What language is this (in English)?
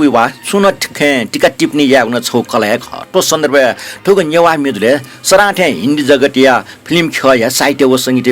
Newari